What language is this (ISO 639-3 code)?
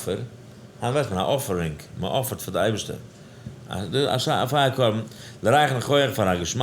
yid